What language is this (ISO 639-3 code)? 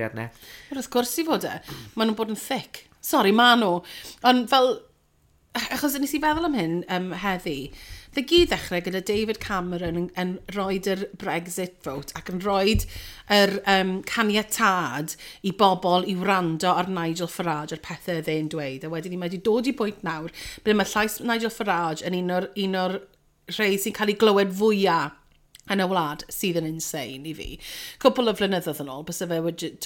cym